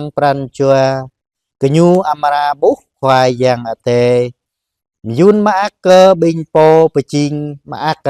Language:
Jarai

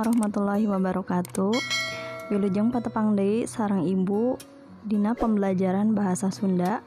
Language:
Sundanese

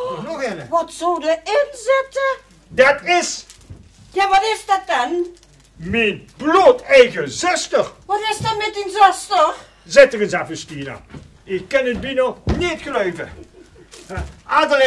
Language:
Limburgish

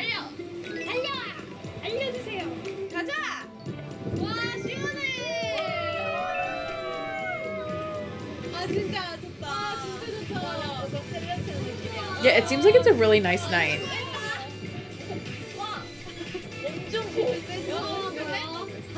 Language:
Korean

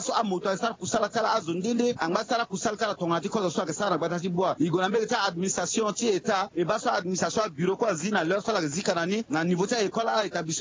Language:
Sango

